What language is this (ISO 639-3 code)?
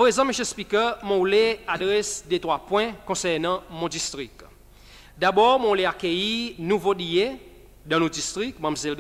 crs